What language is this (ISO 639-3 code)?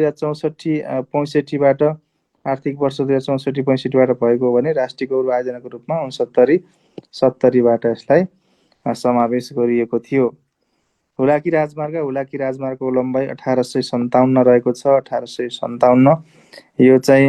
nep